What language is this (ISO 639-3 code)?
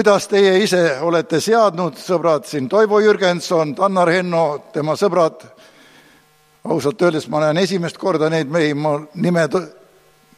est